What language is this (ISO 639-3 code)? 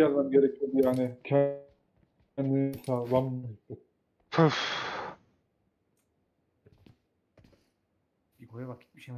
tur